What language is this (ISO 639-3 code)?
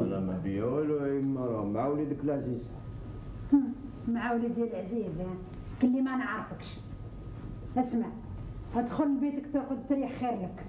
arq